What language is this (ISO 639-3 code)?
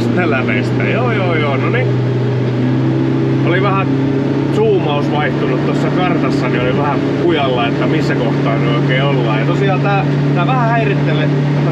fin